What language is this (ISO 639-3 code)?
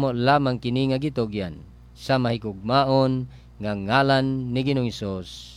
ceb